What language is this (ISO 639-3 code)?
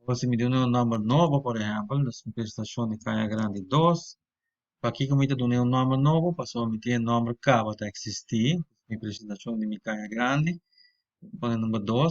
pap